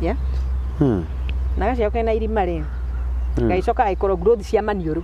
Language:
Kikuyu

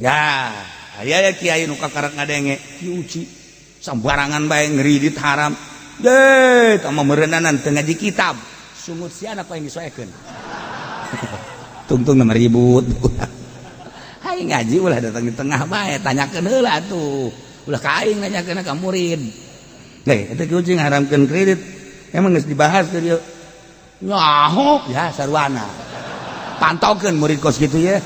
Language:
Sundanese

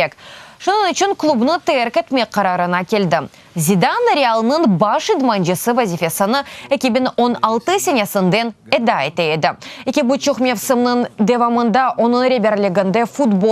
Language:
Crimean Tatar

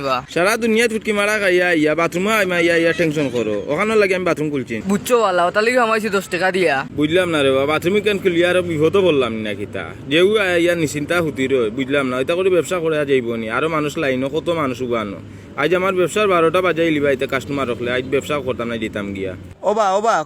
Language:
Sylheti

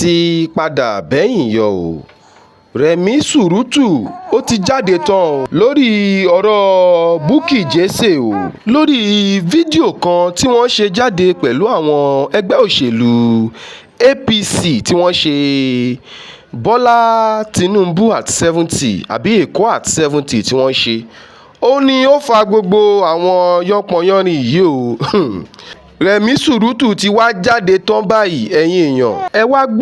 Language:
Yoruba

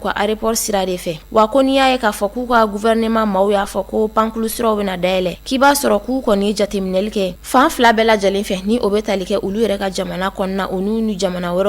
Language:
Bambara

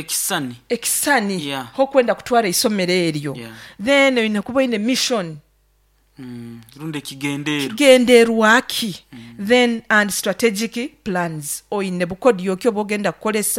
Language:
Nyoro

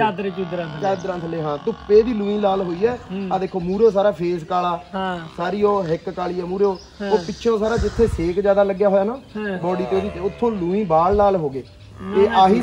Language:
Punjabi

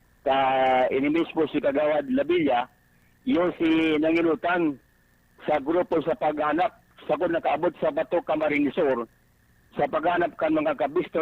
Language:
Bikol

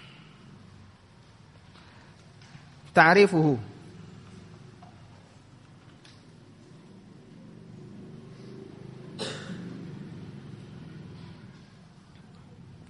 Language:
Indonesian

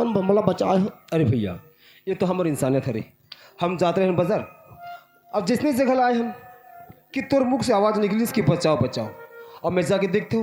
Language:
Chhattisgarhi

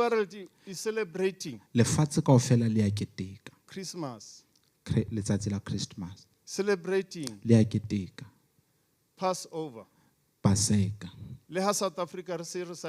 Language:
Southern Sotho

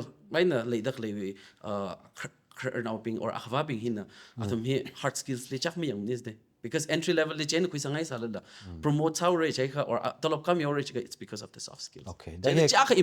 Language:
Tangkhul Naga (India)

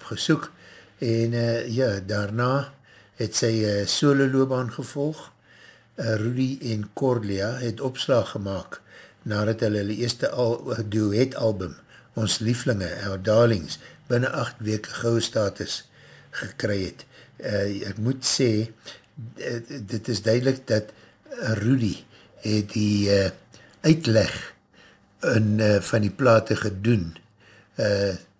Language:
Afrikaans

